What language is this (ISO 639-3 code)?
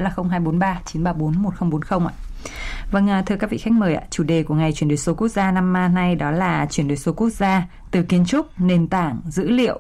vie